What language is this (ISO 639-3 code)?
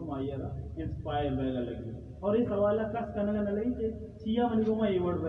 bal